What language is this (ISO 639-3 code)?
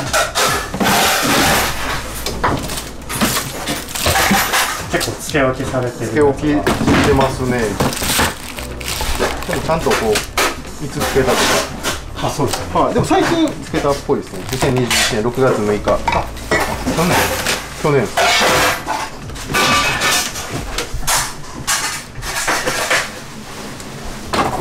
jpn